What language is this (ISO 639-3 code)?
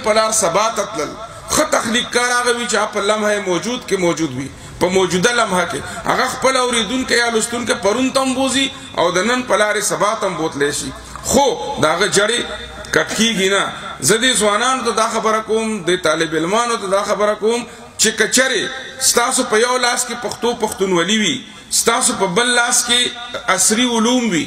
pus